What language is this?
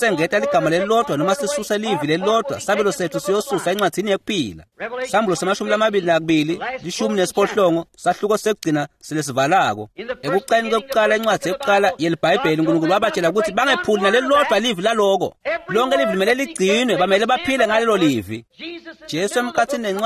Swati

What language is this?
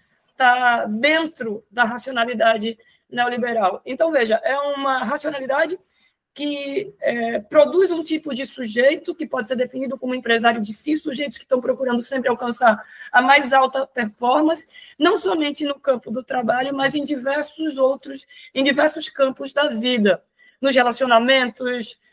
Portuguese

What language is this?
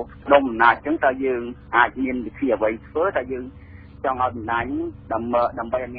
Khmer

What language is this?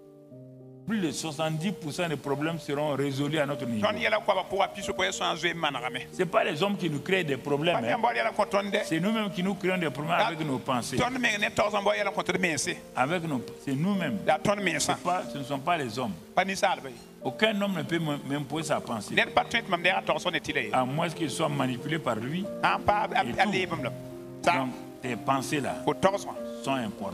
French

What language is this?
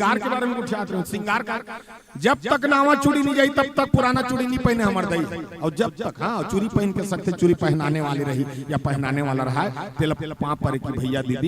Chhattisgarhi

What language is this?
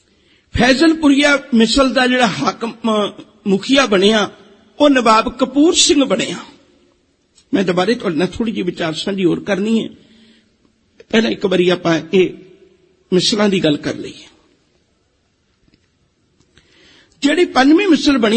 Punjabi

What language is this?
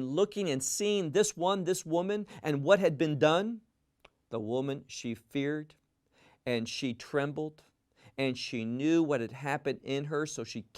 English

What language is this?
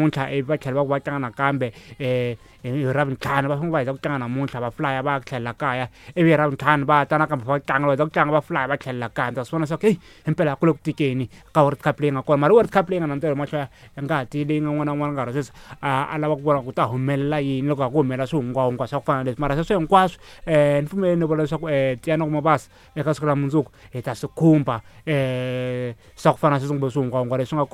Tsonga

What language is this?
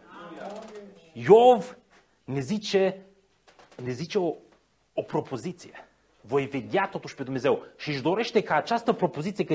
Romanian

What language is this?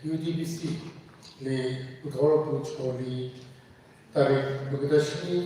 Tangkhul Naga (India)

